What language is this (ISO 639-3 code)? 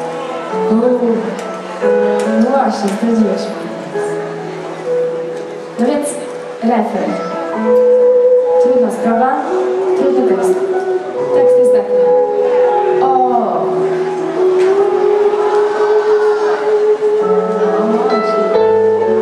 pol